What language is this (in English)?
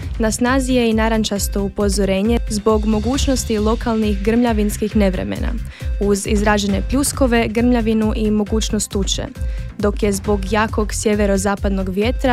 Croatian